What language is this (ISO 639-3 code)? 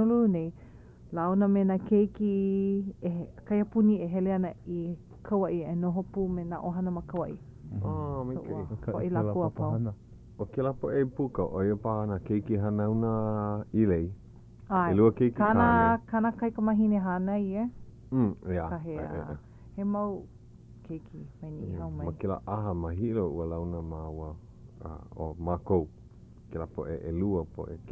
haw